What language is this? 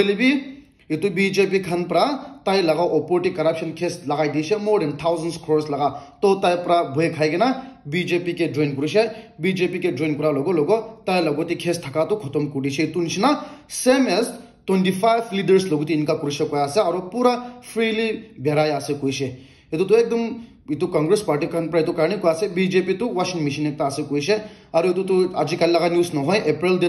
Naga Pidgin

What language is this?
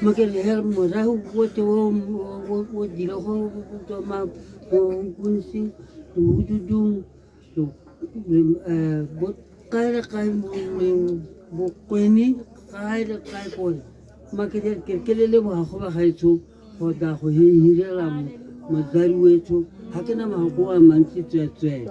Tswana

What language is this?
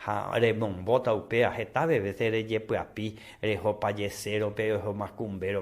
Guarani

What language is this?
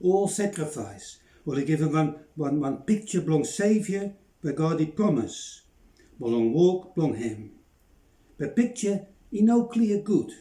Bislama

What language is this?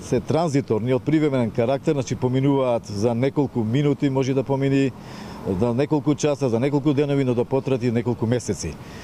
Macedonian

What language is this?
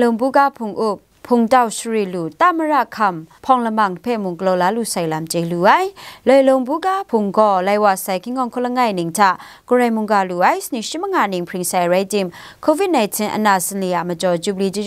Kachin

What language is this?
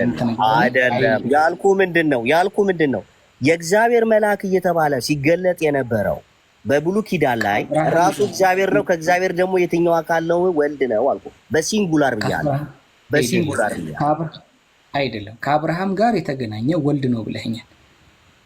Amharic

